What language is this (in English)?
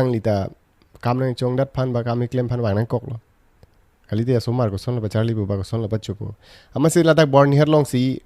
Karbi